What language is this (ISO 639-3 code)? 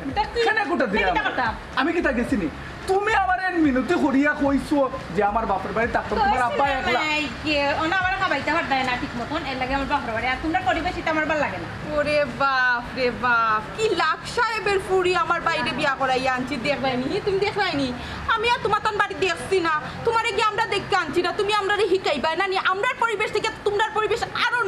syl